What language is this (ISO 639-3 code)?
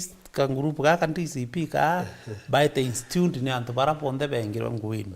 mer